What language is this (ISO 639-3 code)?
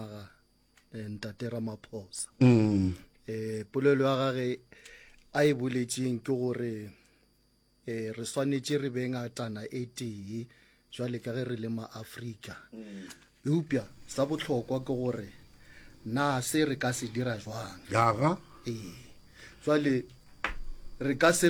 nso